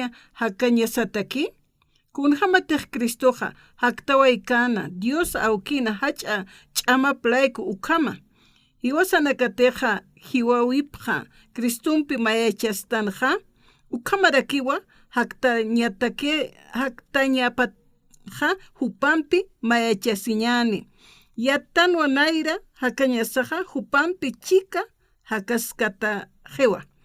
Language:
Aymara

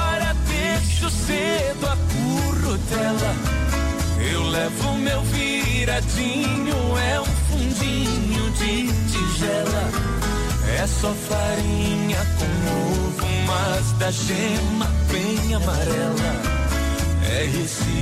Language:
Portuguese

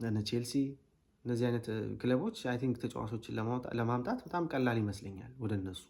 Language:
Amharic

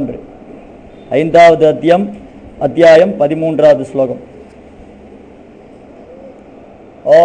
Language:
Tamil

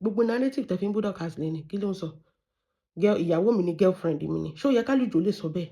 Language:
Yoruba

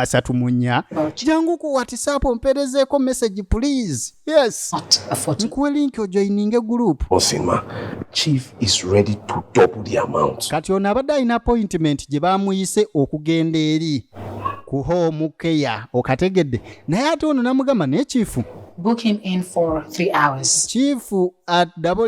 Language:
Ganda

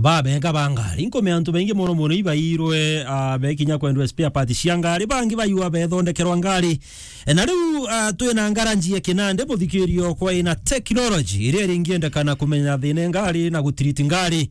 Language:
Meru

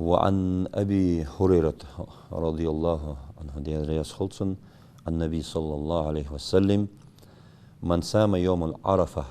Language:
Ingush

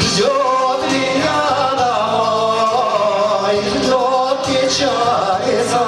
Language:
Chuvash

